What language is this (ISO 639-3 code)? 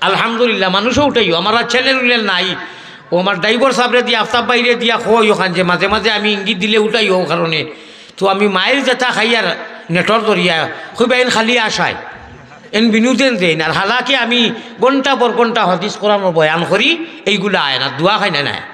syl